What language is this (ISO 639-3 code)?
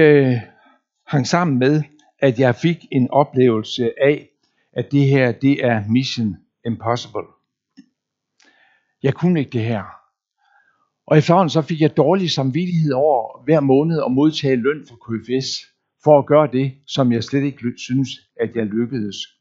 dan